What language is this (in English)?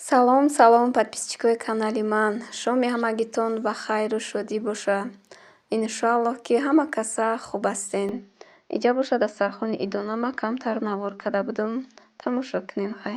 Tajik